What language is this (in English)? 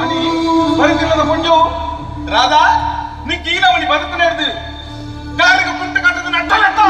Tulu